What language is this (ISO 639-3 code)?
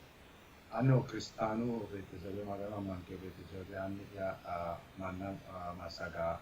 sid